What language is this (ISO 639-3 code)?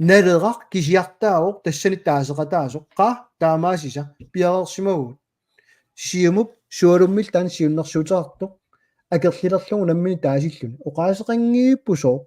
kal